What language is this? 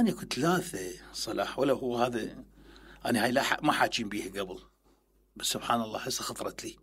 Mesopotamian Arabic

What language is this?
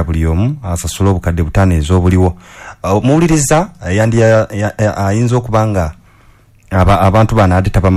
Ganda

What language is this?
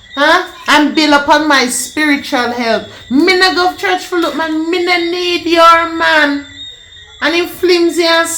Jamaican Creole English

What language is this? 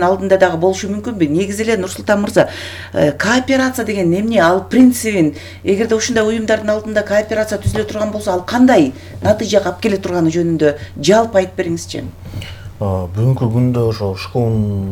Kyrgyz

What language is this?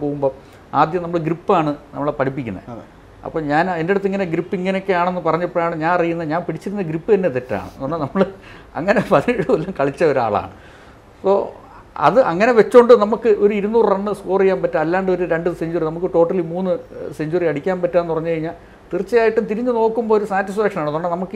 Malayalam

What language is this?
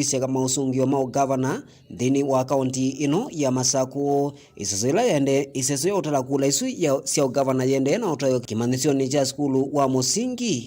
Kamba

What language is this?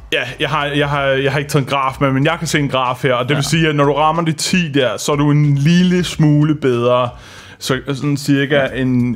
Danish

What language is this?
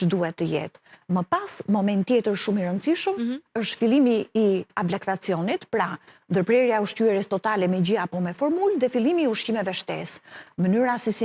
Albanian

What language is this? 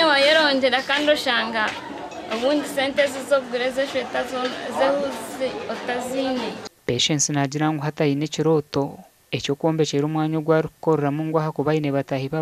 Nyankole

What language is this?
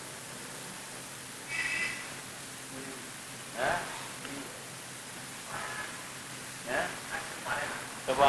Bangla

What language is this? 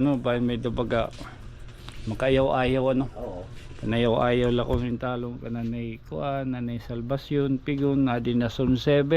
Waray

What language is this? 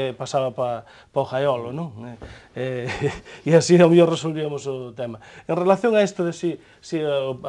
Galician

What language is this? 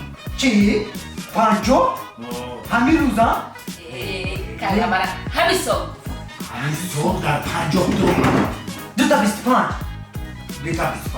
Tajik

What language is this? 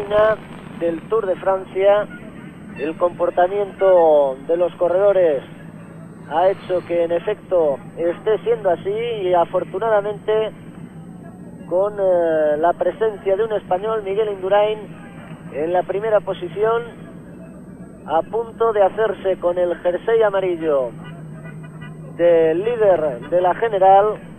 Spanish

